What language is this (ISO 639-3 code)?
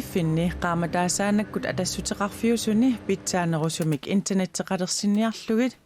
kal